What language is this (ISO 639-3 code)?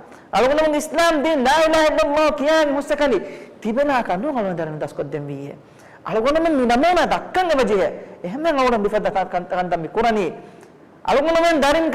div